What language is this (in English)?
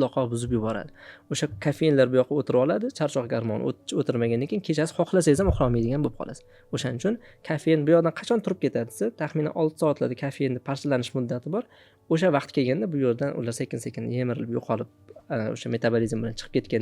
Uzbek